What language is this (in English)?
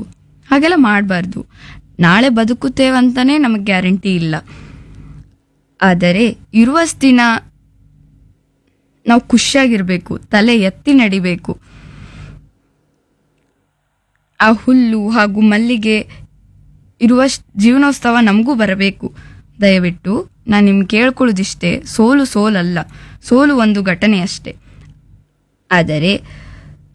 Kannada